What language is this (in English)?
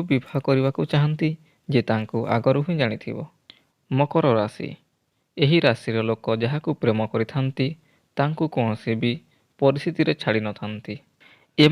Odia